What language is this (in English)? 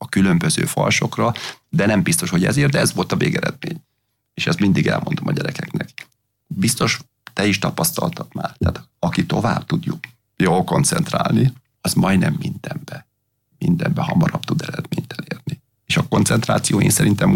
Hungarian